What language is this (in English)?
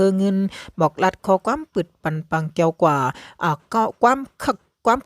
Shan